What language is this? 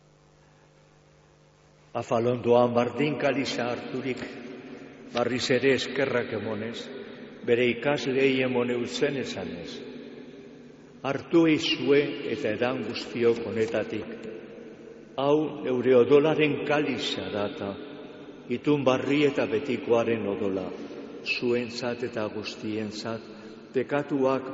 Basque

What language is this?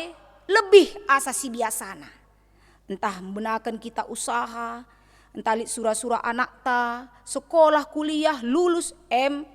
Batak Karo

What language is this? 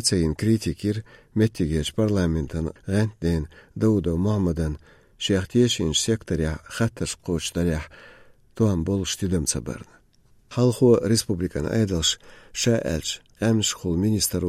Chechen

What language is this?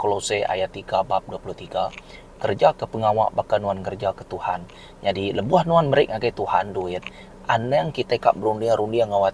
Iban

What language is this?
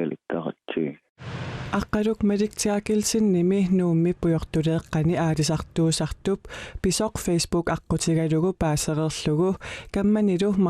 Kalaallisut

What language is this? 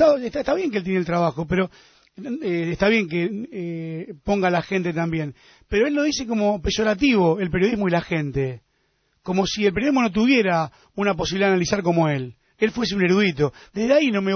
Spanish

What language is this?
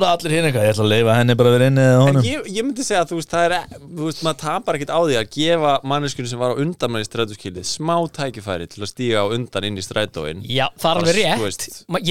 Icelandic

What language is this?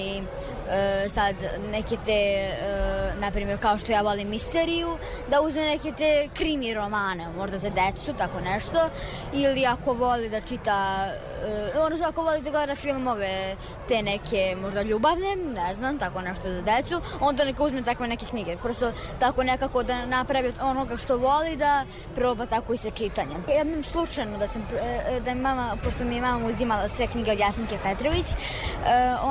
Serbian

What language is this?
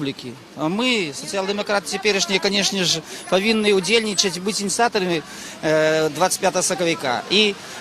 Belarusian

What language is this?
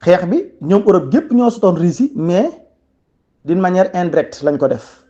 Wolof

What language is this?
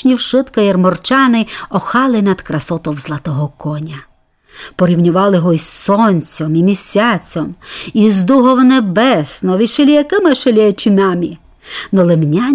Rusyn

